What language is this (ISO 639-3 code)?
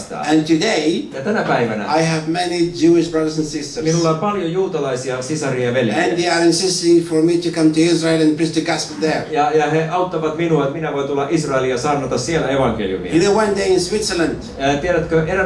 fin